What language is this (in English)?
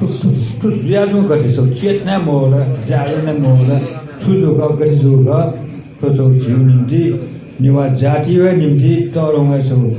Newari